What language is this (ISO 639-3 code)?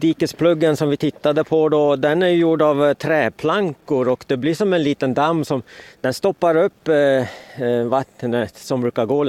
swe